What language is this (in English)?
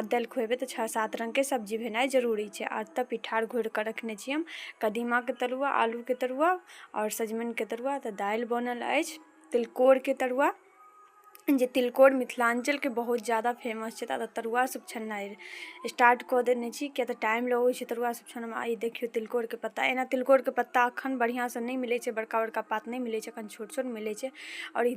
Maithili